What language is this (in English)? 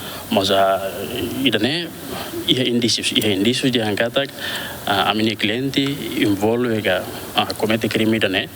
Tetum